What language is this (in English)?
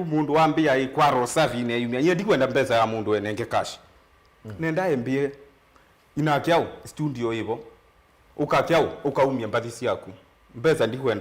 Kamba